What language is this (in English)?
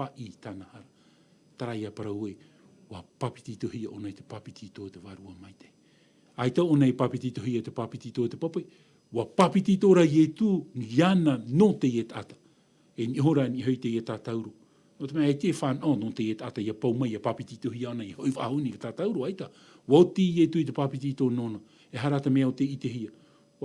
Tahitian